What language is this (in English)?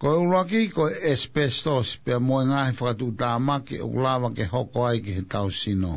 Tongan